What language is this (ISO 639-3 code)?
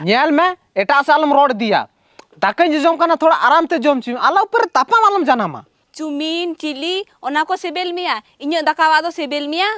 sat